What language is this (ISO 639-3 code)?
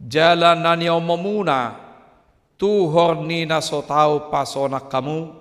bbc